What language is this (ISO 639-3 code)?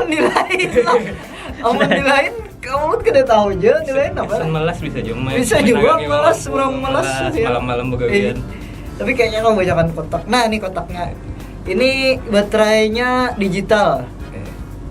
bjn